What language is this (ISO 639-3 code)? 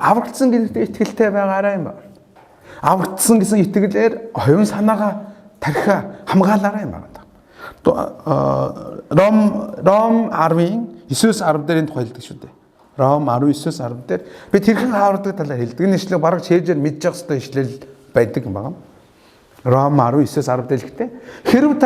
mon